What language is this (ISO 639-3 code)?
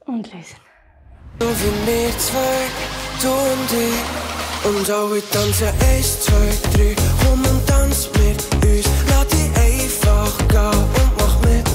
gsw